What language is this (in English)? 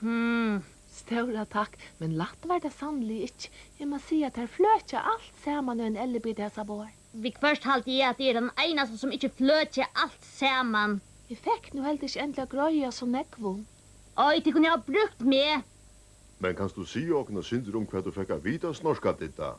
Faroese